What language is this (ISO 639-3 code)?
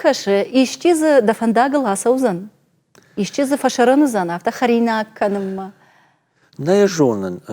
oss